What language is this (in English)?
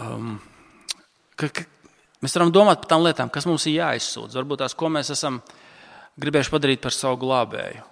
Latvian